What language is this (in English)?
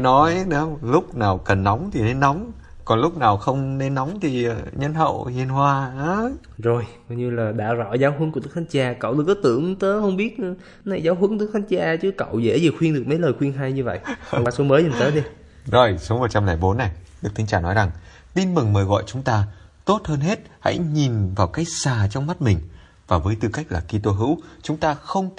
Vietnamese